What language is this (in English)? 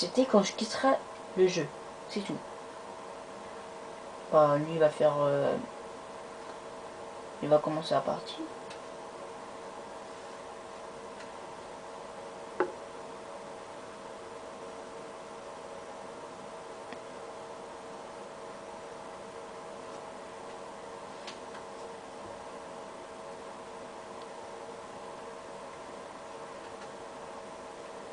French